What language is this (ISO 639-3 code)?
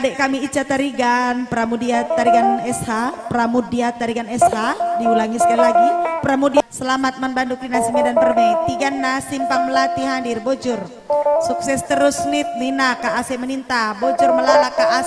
btx